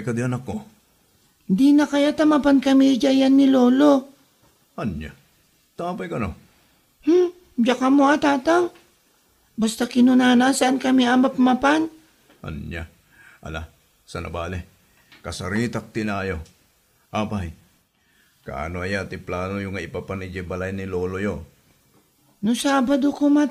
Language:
Iloko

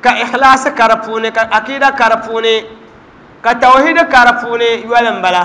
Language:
Dagbani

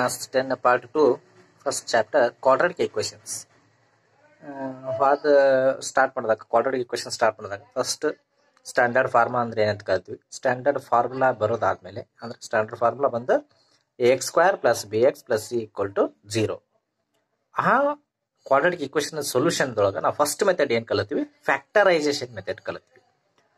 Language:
Kannada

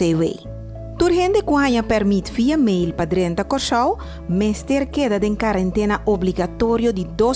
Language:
Papiamento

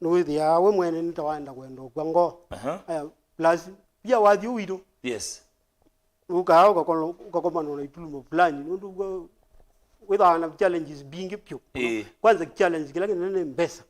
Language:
Kamba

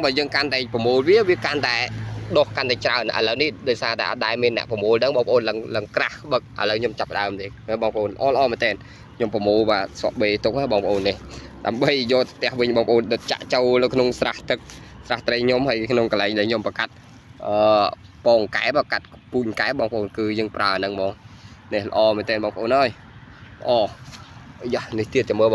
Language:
Khmer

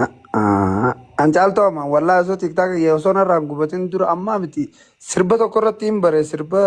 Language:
Oromo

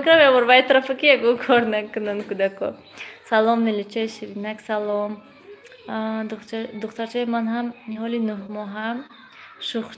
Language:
Tajik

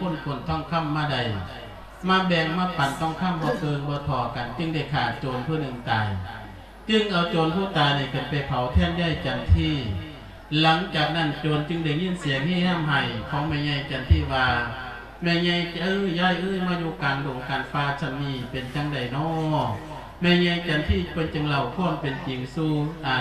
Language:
Lao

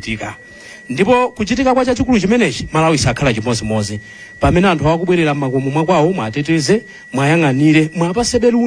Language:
Nyanja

